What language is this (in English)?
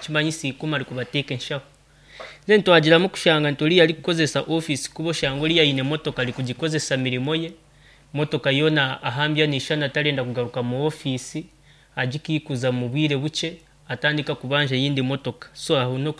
Nyankole